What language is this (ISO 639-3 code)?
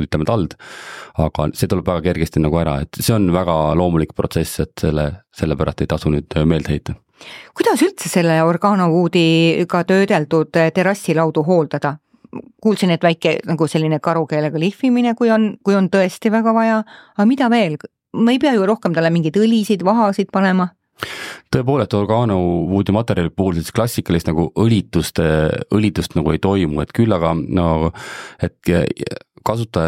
est